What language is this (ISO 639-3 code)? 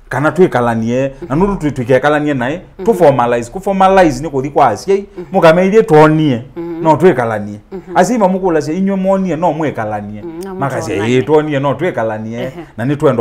kam